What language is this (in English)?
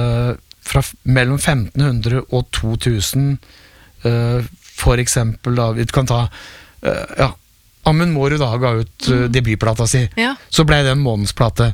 Norwegian